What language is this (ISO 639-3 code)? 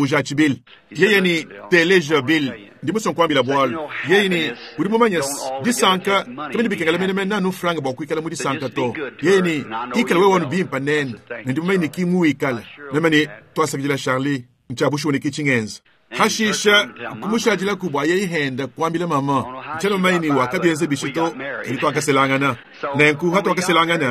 lua